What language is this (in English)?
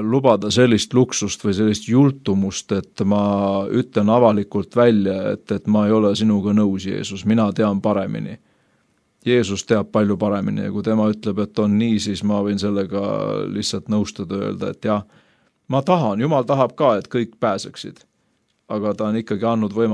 Estonian